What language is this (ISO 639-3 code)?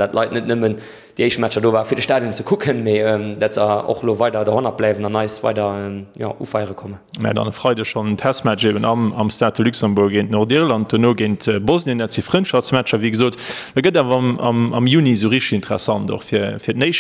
ltz